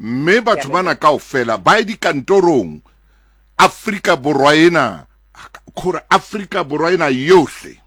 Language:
Southern Sotho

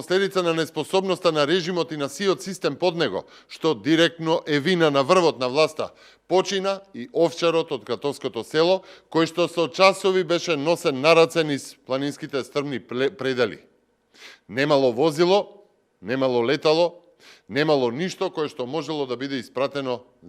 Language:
Macedonian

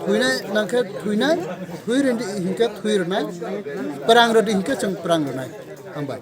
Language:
Kok Borok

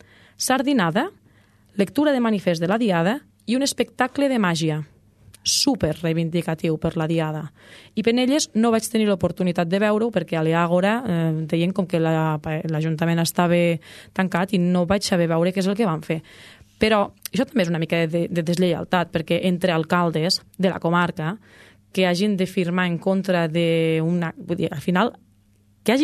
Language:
Catalan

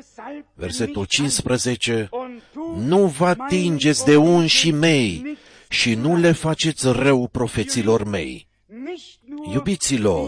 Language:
Romanian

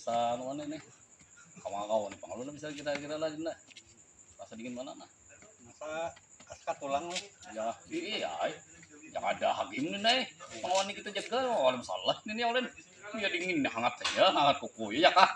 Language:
Banjar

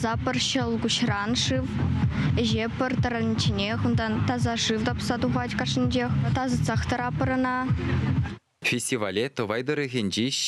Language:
Chuvash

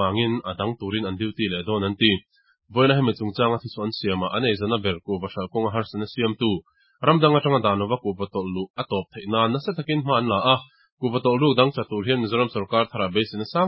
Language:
Mizo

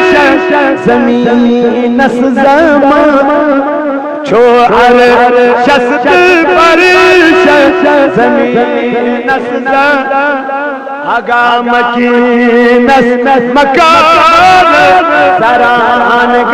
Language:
Kashmiri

